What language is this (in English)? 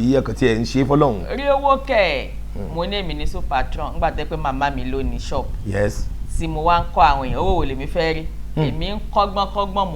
Yoruba